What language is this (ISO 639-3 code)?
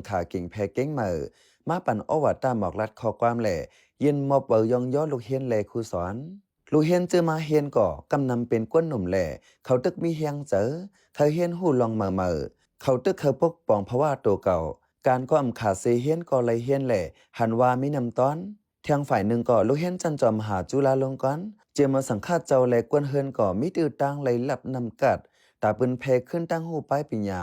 shn